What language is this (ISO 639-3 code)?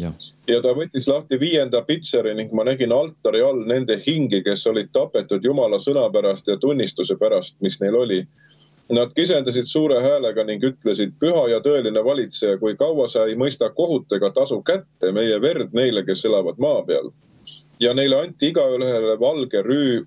est